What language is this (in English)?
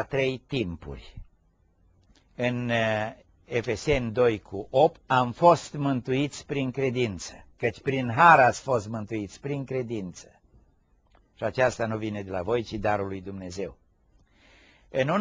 Romanian